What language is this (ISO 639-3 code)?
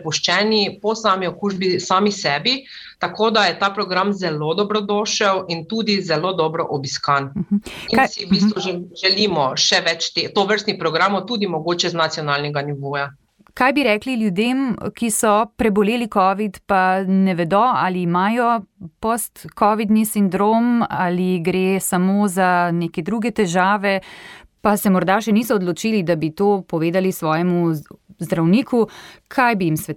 slv